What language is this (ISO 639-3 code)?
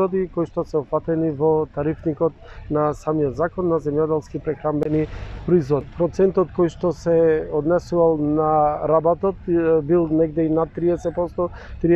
mkd